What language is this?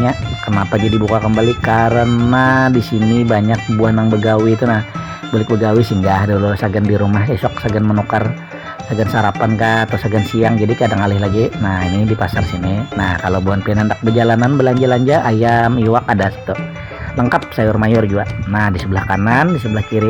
Banjar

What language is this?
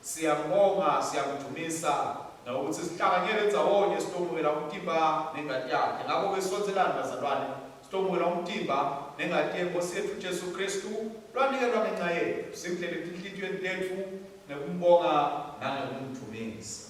Swati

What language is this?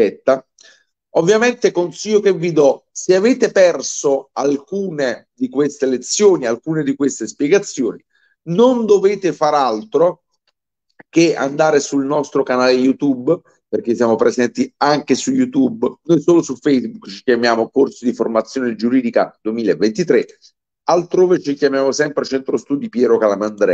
Italian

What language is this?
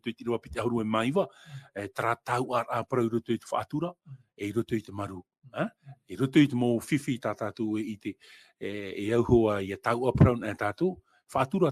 Tahitian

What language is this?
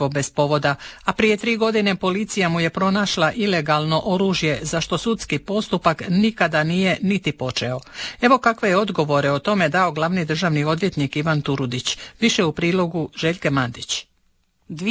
Croatian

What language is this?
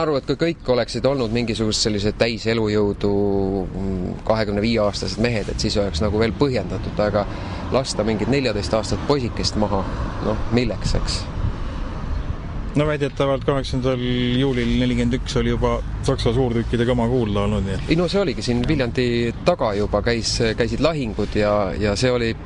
Estonian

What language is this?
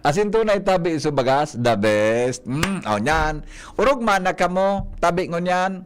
Bikol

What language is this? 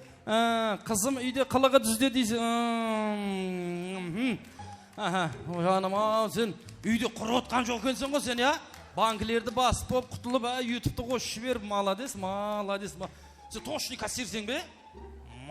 Kara-Kalpak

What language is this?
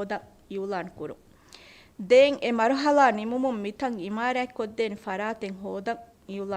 Divehi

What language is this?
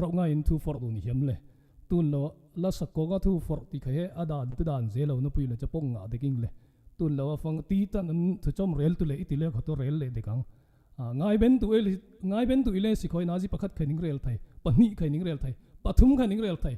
Falam Chin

